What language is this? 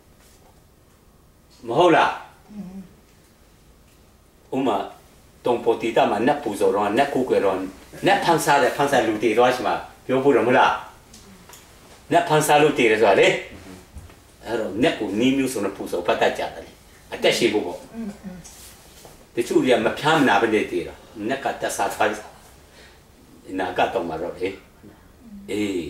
Burmese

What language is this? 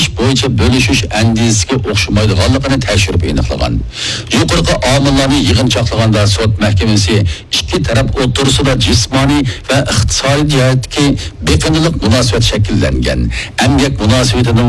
Uyghur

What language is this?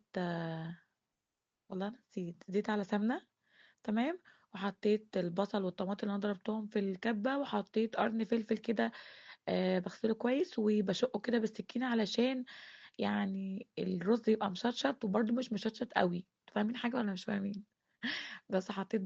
Egyptian Arabic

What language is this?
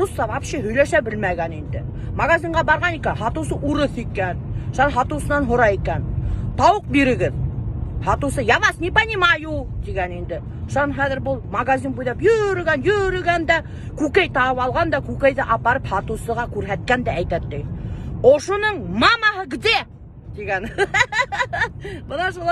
Tatar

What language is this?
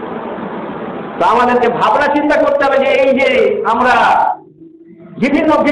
Bangla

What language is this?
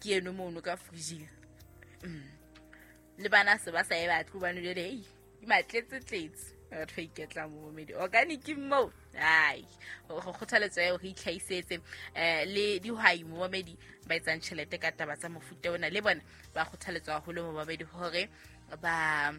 Southern Sotho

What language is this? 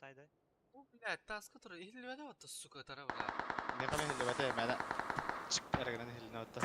Yakut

